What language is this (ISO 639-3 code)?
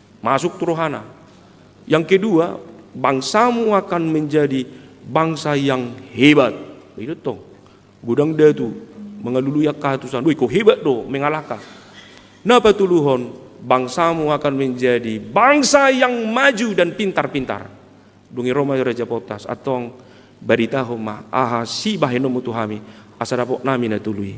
bbc